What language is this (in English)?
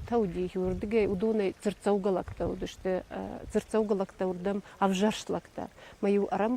Ossetic